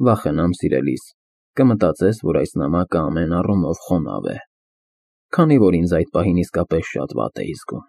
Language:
Armenian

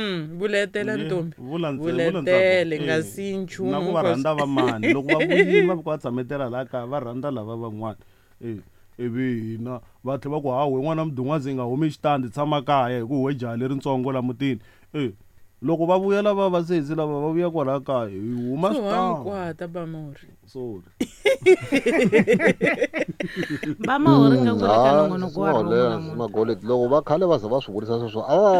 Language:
Tsonga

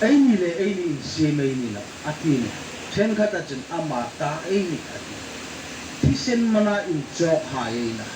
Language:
Hmar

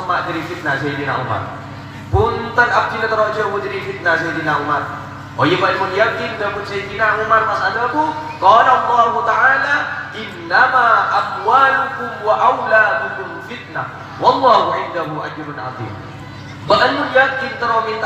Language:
Madurese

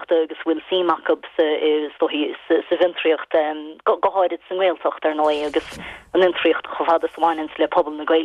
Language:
Irish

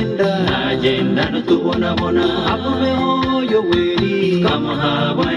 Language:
Nyankole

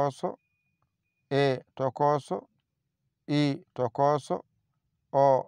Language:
Fula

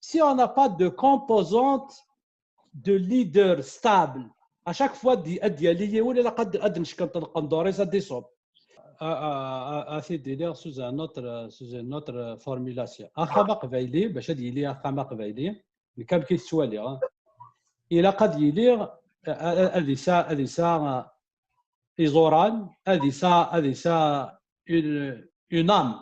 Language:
Kabyle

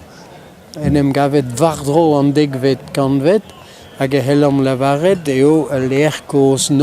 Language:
Breton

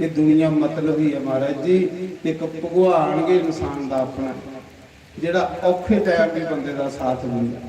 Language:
Dogri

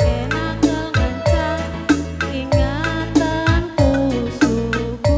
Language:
Batak Karo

